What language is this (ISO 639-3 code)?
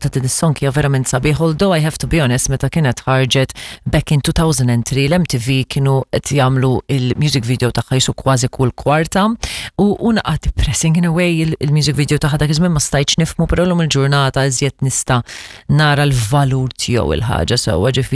mlt